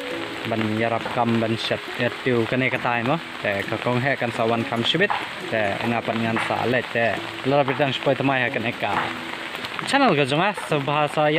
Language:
Khasi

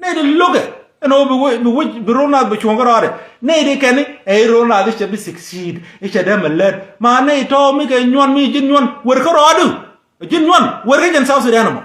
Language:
Nuer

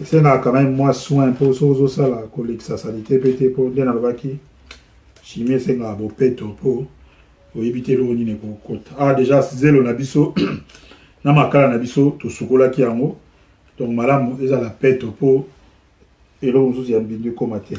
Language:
Lingala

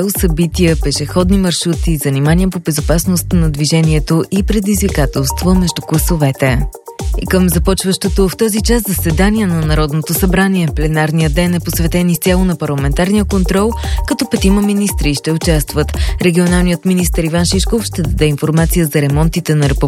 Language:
Bulgarian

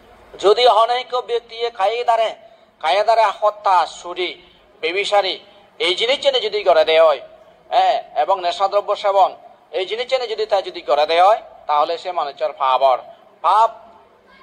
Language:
Chakma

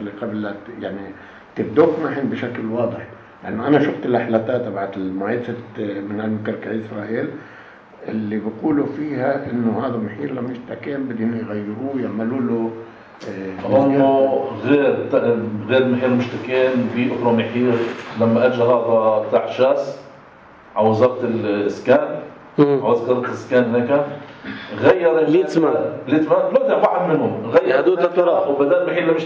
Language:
North Levantine Arabic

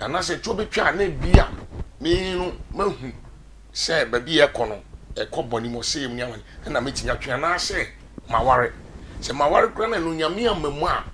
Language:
Akan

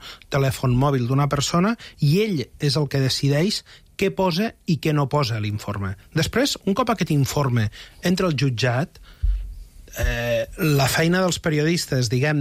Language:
Catalan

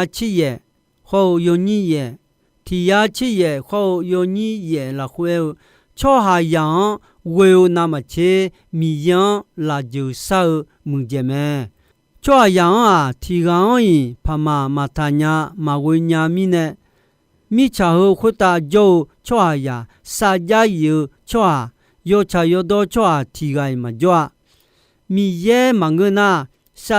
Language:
Akha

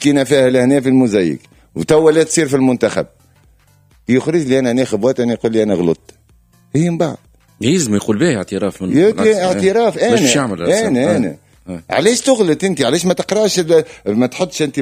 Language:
Tunisian Arabic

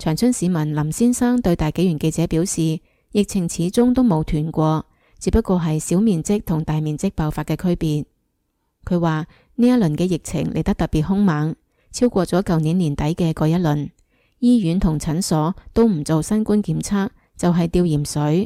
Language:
Cantonese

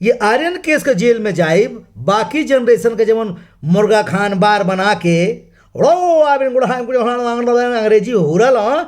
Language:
Bhojpuri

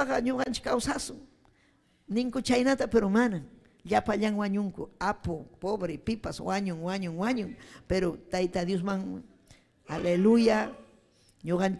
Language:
Ayacucho Quechua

